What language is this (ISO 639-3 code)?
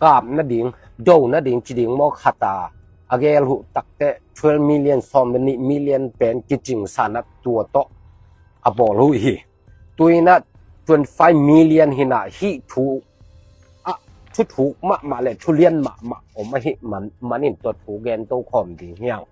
ctd